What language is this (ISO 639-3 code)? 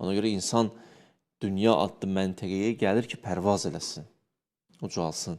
aze